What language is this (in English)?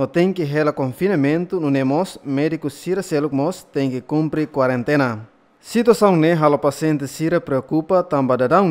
Tetum